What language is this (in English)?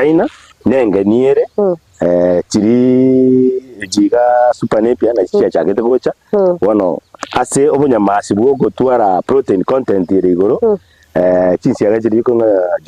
Gusii